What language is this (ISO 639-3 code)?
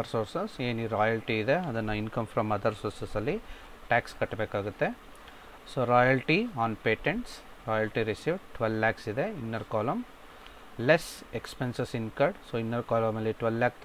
kan